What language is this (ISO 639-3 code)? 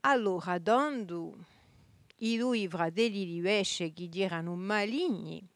cos